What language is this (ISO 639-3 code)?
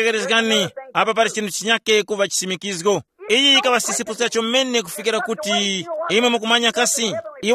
tum